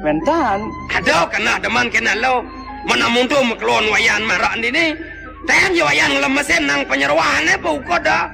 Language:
Balinese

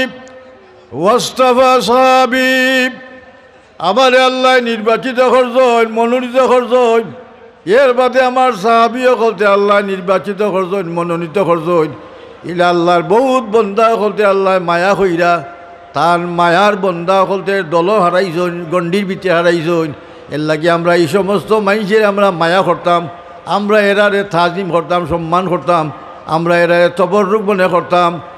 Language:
Sylheti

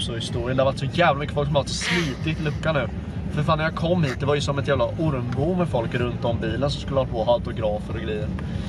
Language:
Swedish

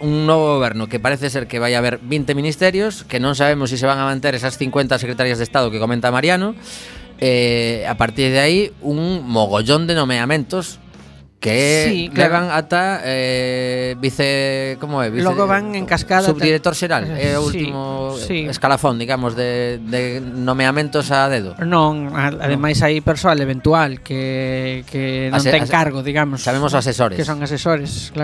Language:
Galician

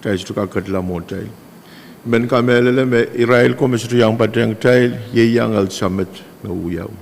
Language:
Pohnpeian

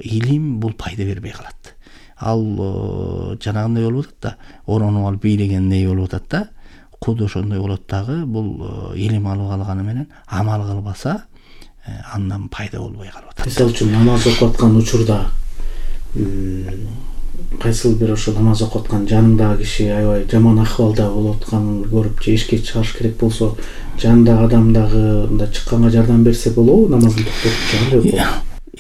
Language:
Kyrgyz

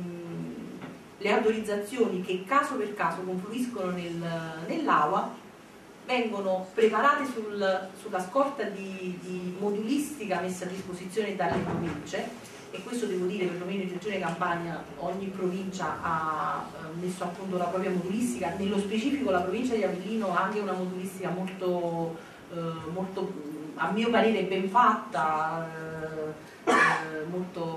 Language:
Italian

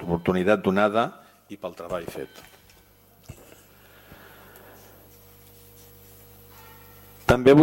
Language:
Catalan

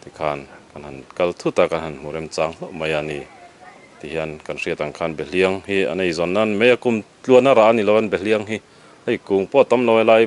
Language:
Mizo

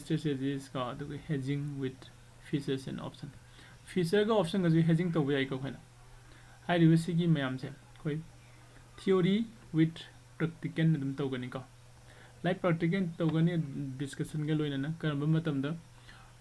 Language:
Manipuri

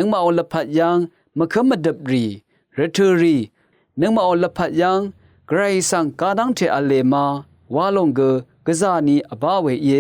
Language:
Rawang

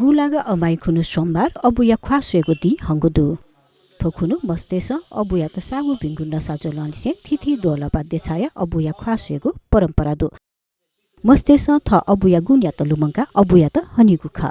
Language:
Newari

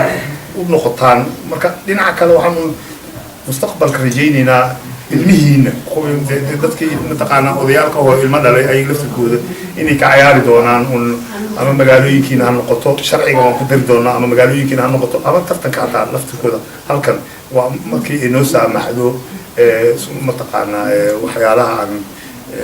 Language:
Somali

